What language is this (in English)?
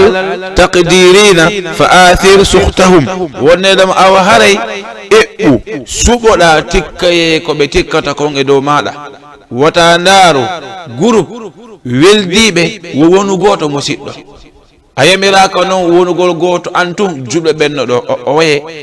Fula